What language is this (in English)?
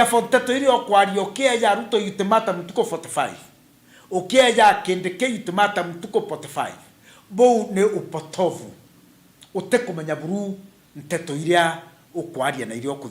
Meru